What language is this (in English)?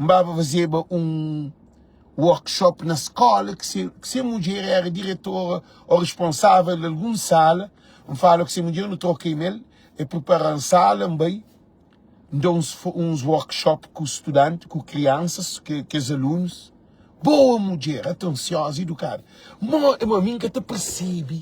Kabuverdianu